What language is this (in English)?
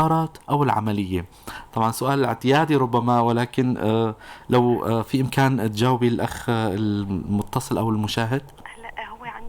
North Levantine Arabic